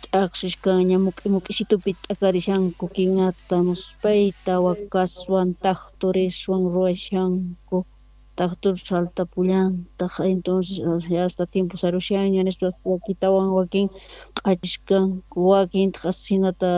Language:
South Bolivian Quechua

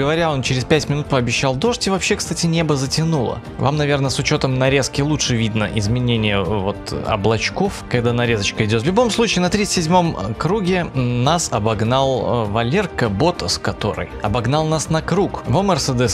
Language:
Russian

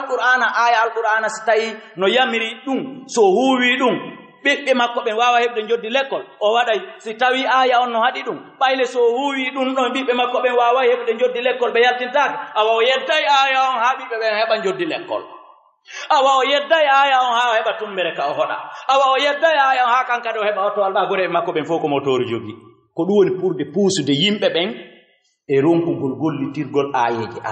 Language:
Fula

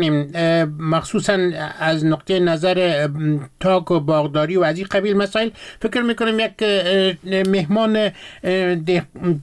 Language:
Persian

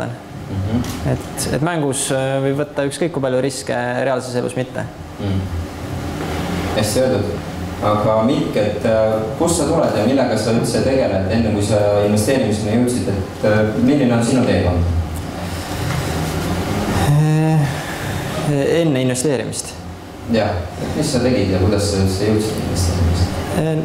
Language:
Estonian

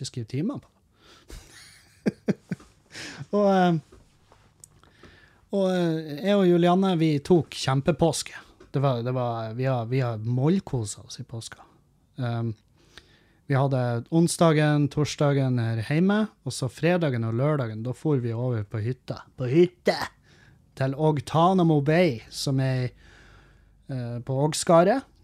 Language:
Norwegian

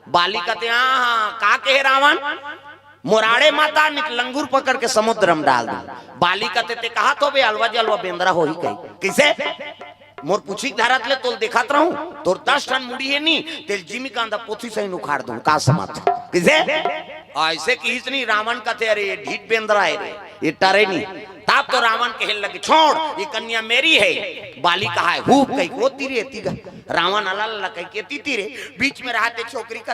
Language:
Chhattisgarhi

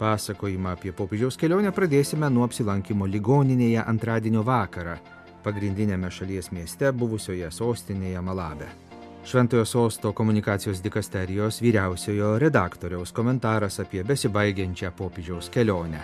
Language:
Lithuanian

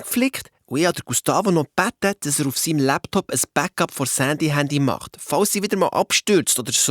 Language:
Swiss German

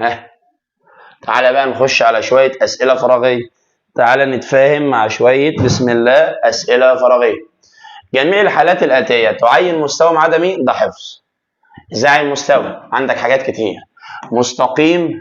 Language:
Egyptian Arabic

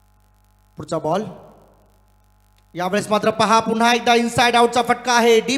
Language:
Marathi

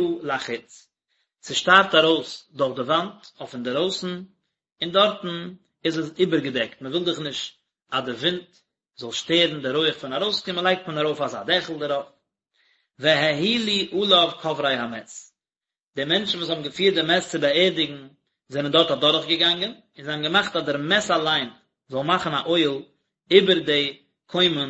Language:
Yiddish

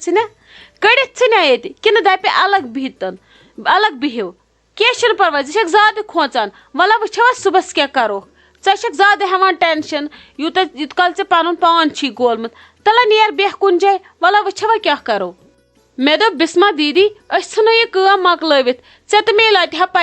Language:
Kashmiri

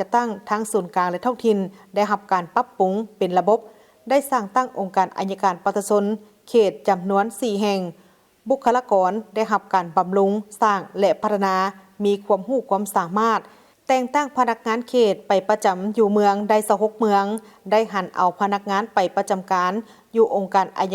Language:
Lao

